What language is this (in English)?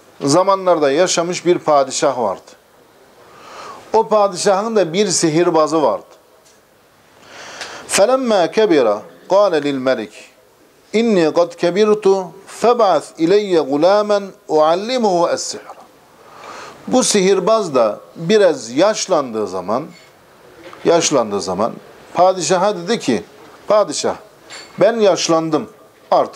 Turkish